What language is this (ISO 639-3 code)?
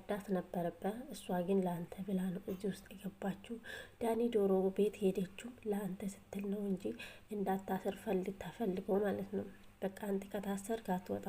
amh